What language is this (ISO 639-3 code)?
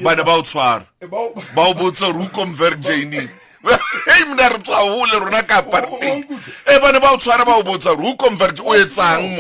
sot